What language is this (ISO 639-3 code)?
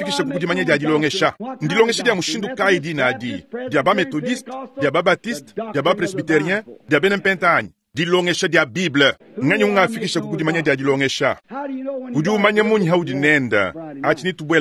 lua